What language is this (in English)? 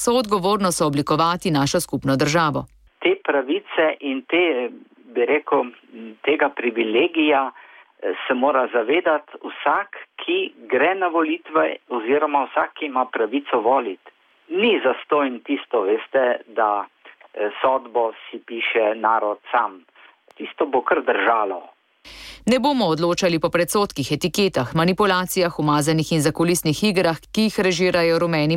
Slovenian